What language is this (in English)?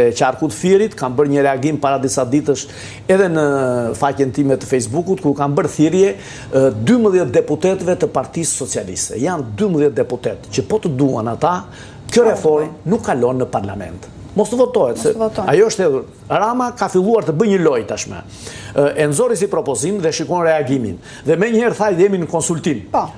Albanian